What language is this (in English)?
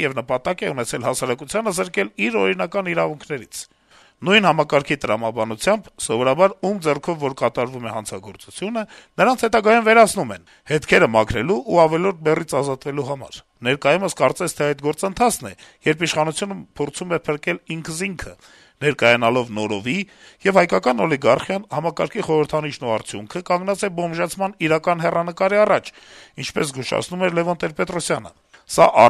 Armenian